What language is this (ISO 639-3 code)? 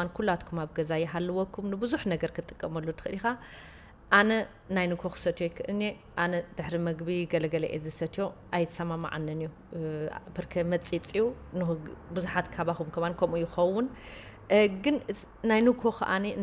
tir